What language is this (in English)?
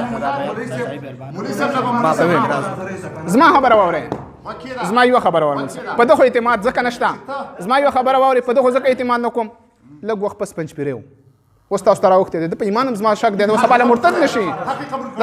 Pashto